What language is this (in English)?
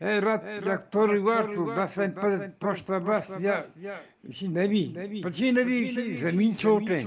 Eastern Balochi